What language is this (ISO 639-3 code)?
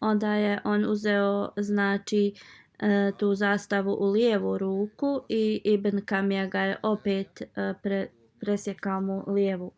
bos